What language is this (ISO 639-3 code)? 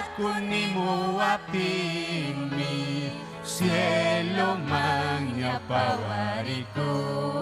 quy